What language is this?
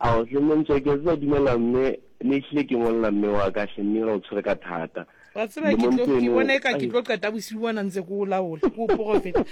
Southern Sotho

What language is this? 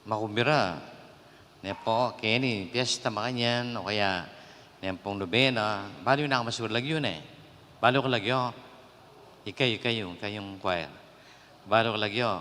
Pampanga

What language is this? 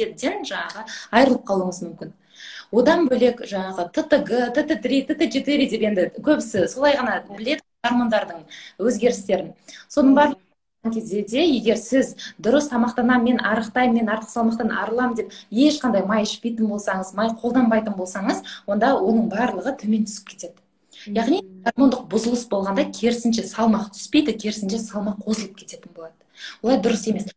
Kazakh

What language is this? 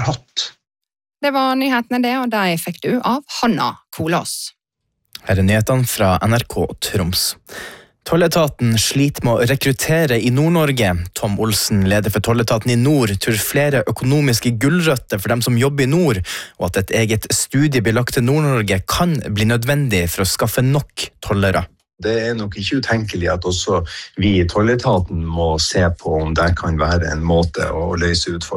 Norwegian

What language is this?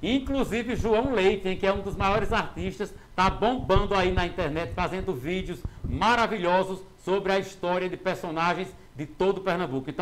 Portuguese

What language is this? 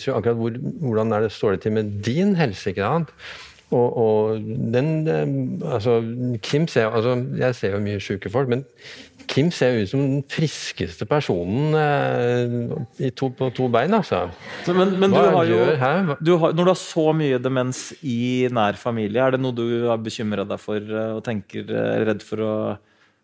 Norwegian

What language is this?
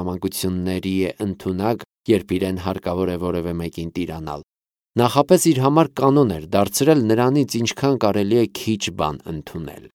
Armenian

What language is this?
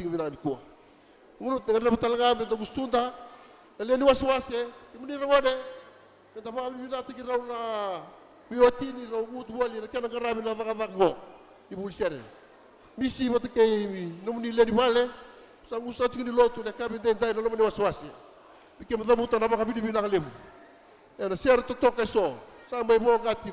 Fijian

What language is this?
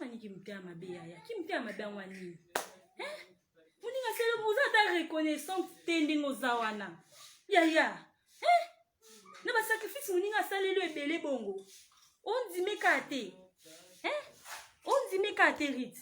Lingala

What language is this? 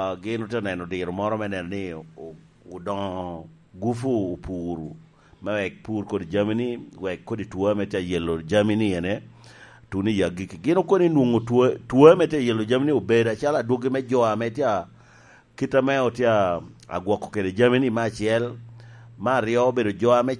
Lango (Uganda)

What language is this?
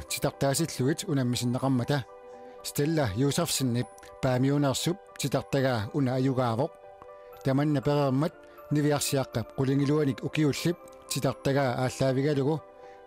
Kalaallisut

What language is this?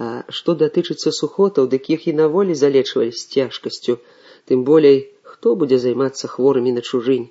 Belarusian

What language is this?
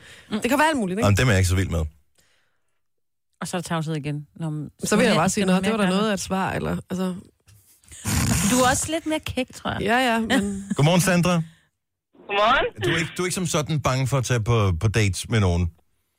Danish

